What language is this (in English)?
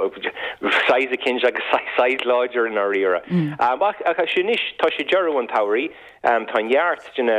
Irish